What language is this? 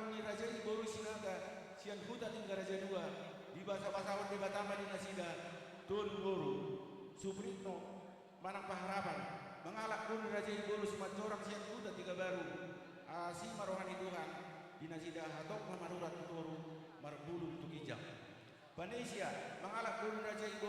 Batak Toba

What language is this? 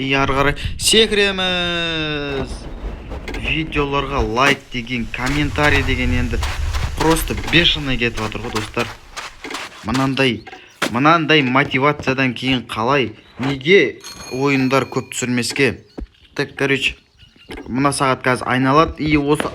Kazakh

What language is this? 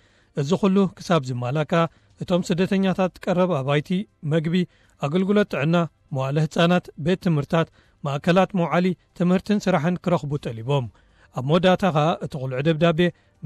Tigrinya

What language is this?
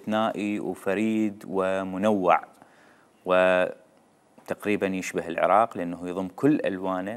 Mesopotamian Arabic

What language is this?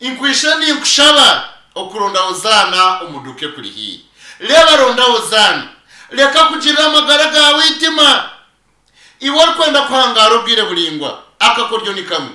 Nyankole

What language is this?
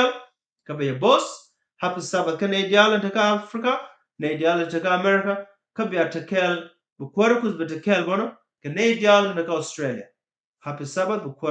Nuer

